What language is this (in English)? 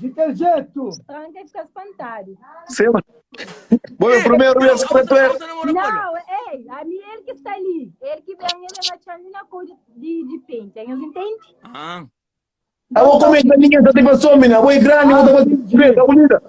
Kabuverdianu